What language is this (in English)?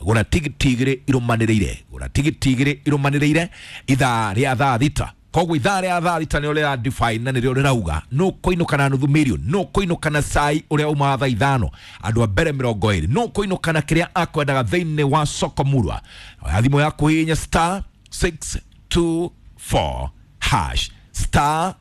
Kikuyu